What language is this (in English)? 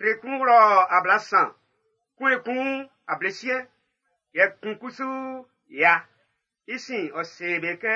Baoulé